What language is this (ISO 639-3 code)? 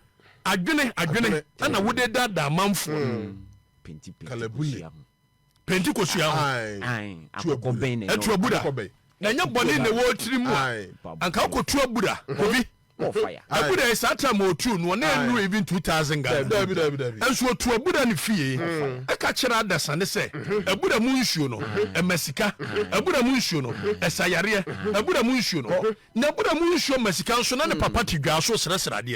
aka